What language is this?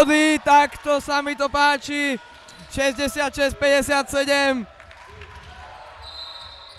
Slovak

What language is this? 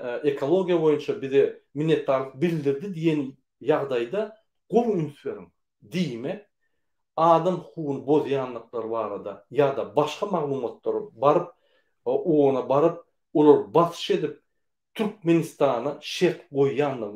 Turkmen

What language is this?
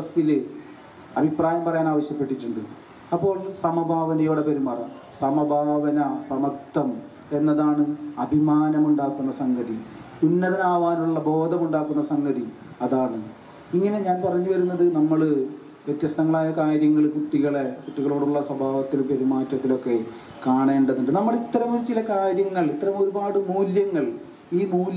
Malayalam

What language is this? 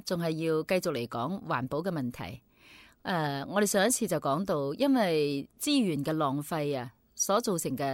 Cantonese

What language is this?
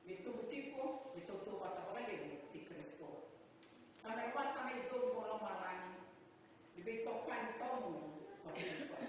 Fijian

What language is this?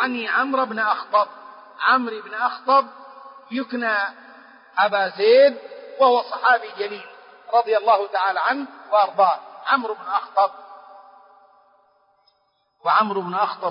Arabic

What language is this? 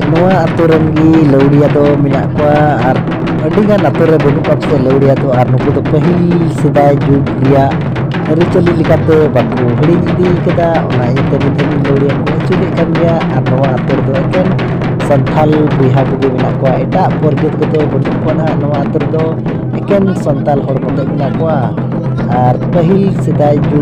Santali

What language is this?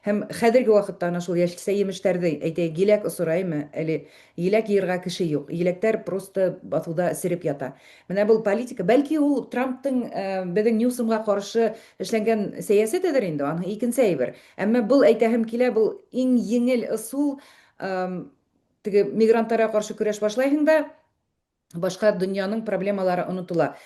Bashkir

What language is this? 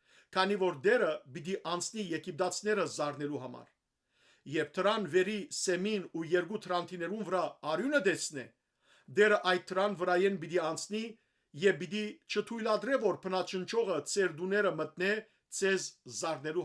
Western Armenian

